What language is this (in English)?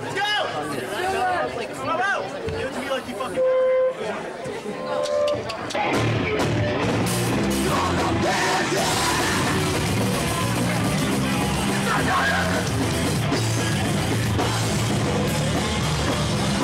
English